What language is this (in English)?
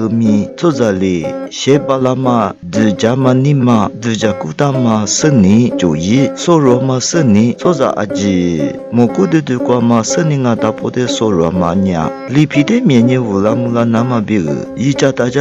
Lisu